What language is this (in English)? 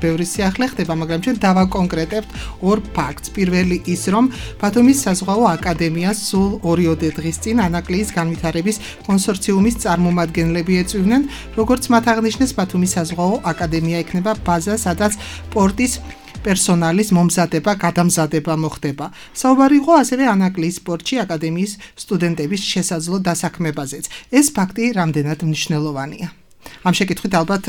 Georgian